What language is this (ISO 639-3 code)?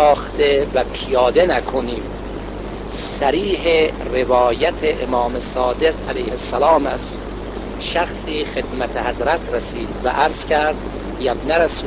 fas